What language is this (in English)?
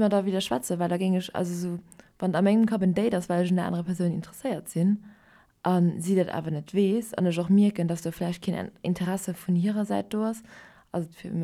Luxembourgish